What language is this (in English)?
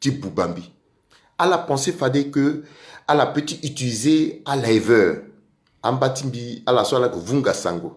Sango